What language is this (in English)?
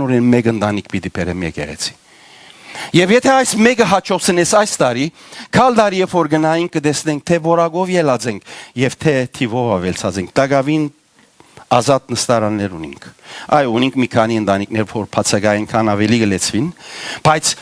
Western Armenian